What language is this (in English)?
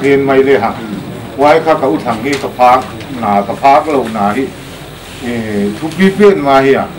Paite Chin